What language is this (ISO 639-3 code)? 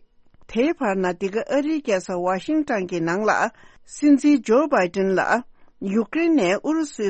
bod